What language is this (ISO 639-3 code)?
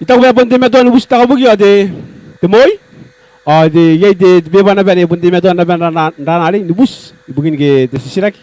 gil